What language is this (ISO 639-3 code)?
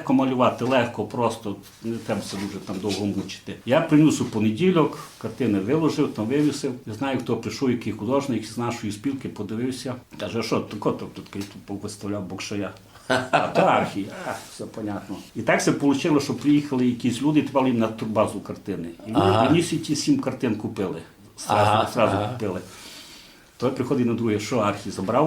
rue